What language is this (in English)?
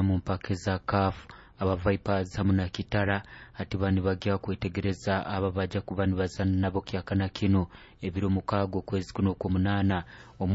Nyoro